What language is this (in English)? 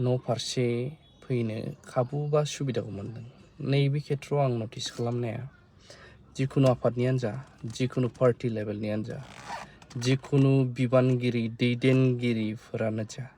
Bodo